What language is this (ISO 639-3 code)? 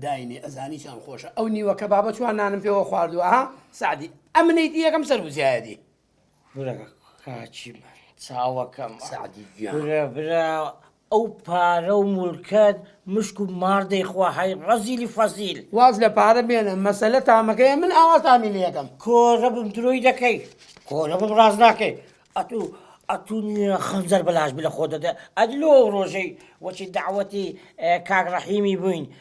ckb